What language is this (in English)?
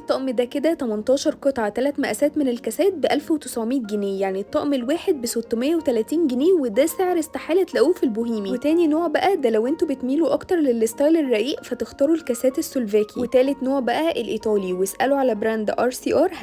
Egyptian Arabic